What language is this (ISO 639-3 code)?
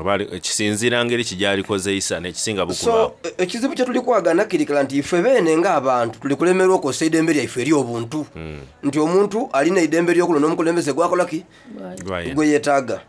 xog